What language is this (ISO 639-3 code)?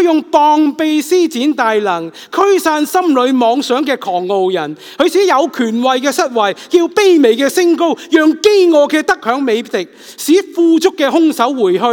yue